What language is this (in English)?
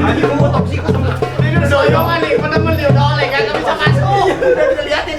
Betawi